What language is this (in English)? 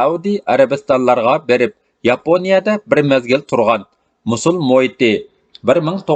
Uyghur